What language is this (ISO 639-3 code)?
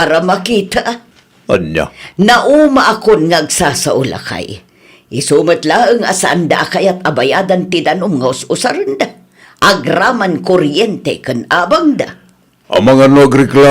ilo